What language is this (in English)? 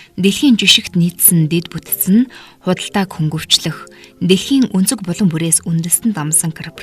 Mongolian